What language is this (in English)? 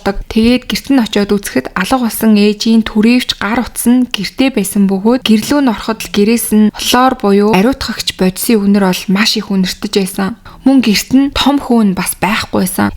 Mongolian